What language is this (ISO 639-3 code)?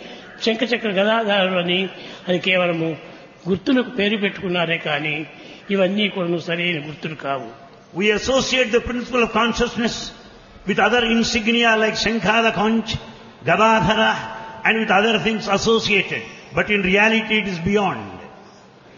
tel